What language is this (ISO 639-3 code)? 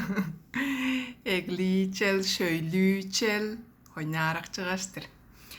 tyv